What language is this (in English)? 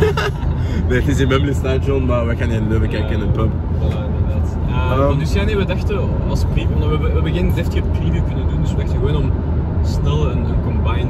Dutch